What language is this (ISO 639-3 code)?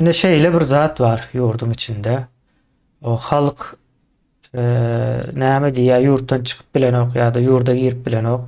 tuk